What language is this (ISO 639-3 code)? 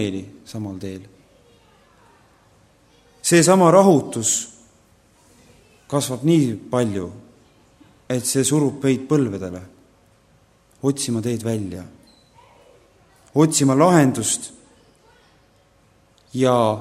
est